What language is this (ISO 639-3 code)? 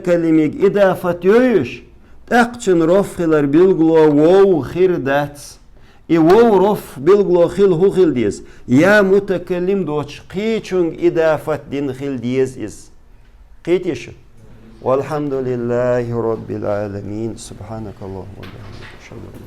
che